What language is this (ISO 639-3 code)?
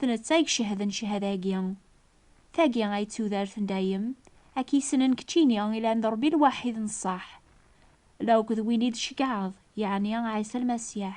kab